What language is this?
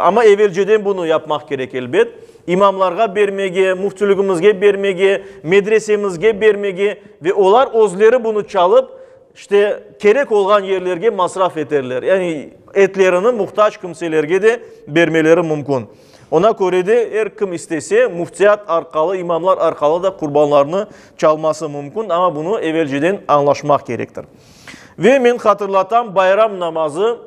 Crimean Tatar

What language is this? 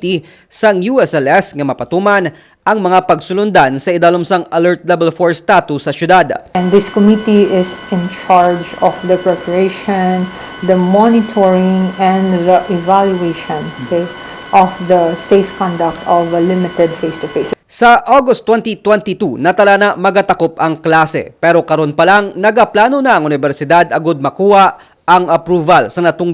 Hiligaynon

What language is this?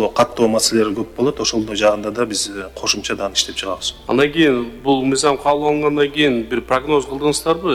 Kyrgyz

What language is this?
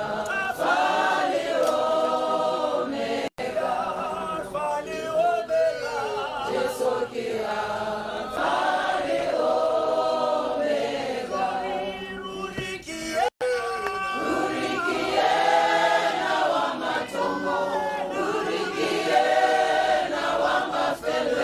Tswana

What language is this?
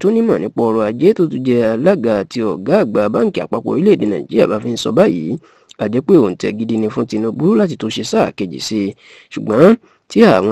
Yoruba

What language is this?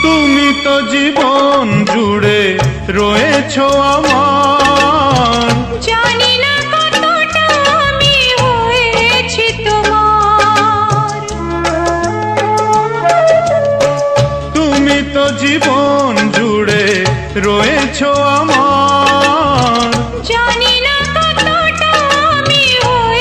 Bangla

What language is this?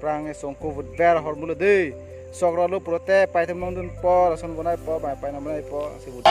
Karbi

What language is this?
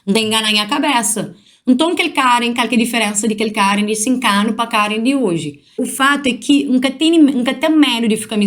Kabuverdianu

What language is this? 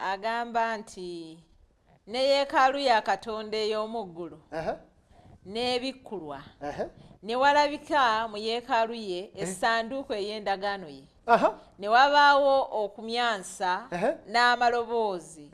Ganda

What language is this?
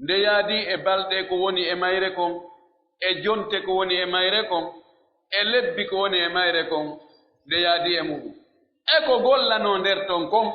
Pular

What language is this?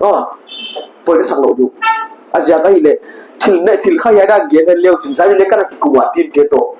Paite Chin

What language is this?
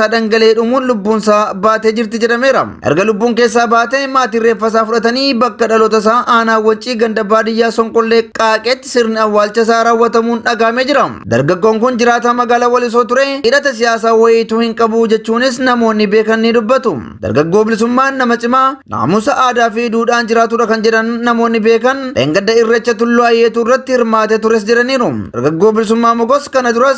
Oromo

